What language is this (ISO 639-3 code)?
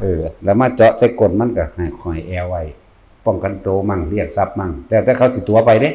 lao